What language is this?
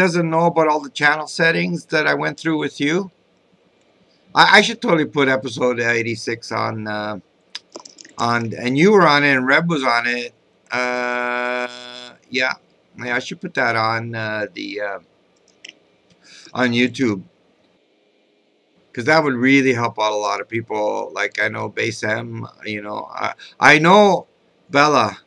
English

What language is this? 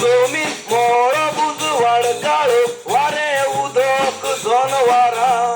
Konkani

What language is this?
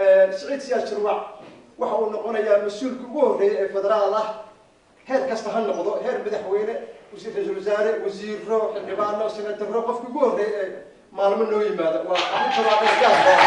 Somali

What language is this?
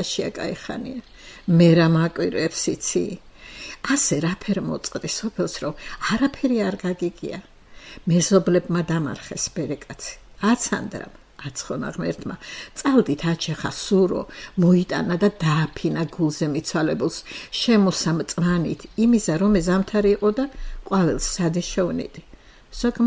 Georgian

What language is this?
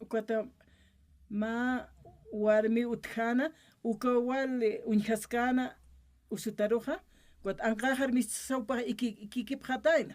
Aymara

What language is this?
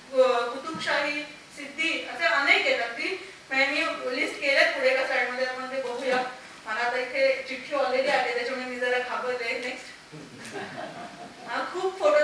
Marathi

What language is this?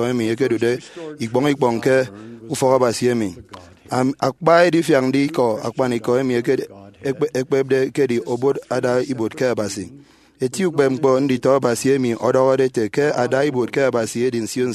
Efik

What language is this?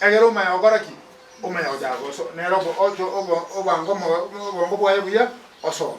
Gusii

